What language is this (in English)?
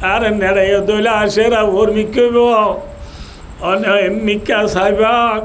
Rohingya